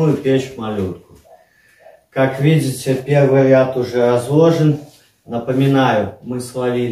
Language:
Russian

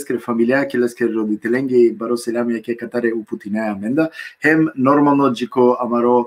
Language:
Balkan Romani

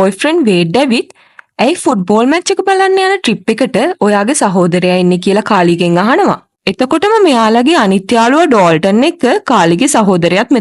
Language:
Sinhala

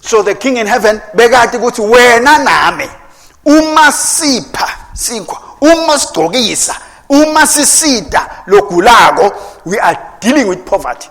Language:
Swati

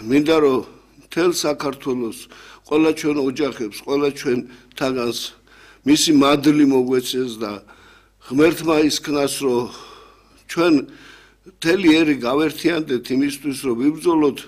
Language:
Georgian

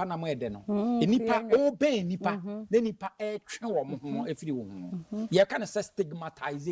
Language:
Akan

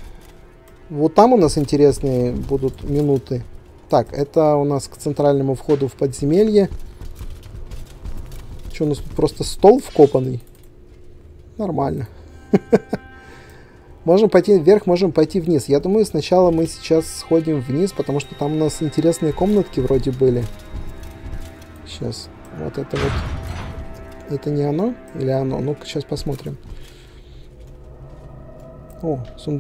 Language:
Russian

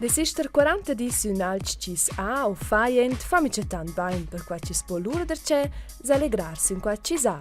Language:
Romansh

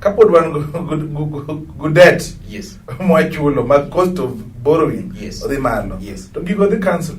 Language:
Luo (Kenya and Tanzania)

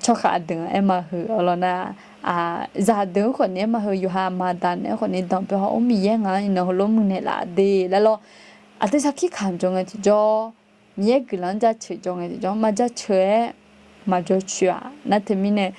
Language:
Akha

